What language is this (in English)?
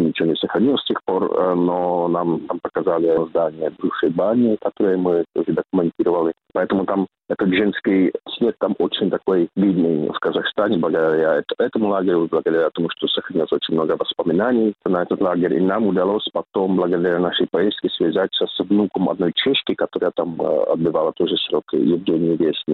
Russian